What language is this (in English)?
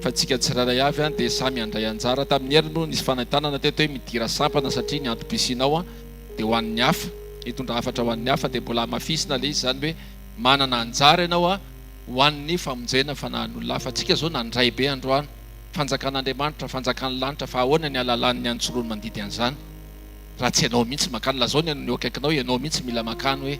Malagasy